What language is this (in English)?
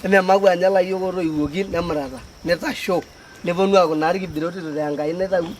Masai